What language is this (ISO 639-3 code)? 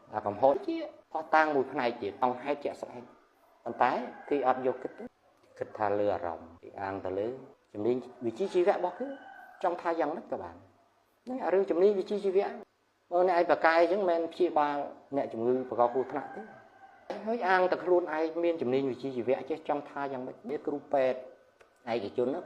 khm